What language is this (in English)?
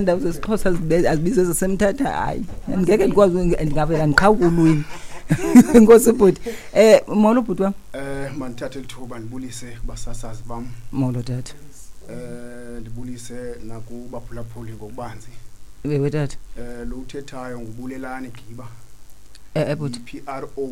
Xhosa